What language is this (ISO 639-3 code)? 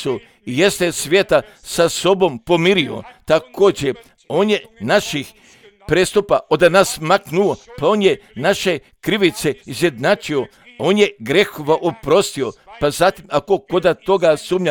hrv